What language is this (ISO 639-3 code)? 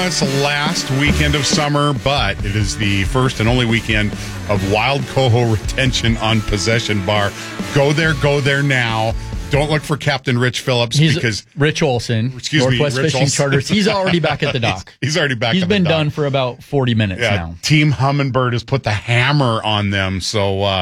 eng